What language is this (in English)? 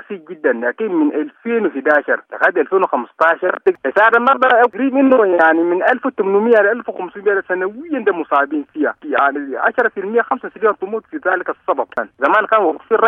Sudanese Arabic